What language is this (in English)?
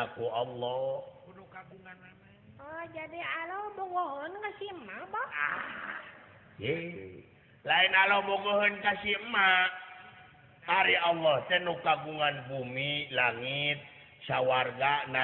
Sundanese